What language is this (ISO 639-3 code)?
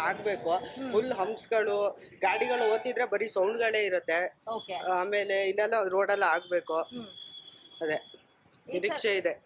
kan